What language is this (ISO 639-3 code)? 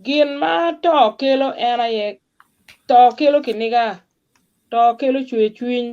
ach